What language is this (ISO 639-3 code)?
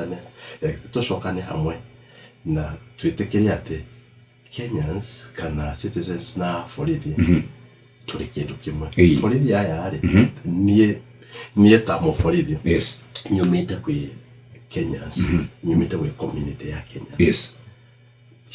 kik